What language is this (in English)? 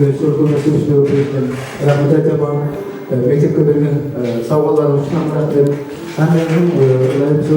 Kara-Kalpak